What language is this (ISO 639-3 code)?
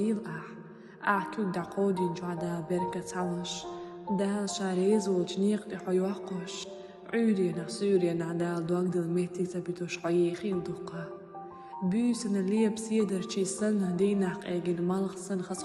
che